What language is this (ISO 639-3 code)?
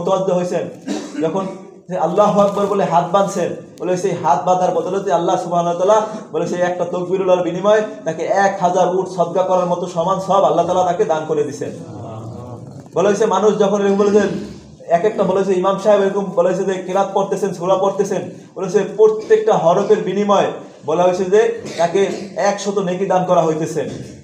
ben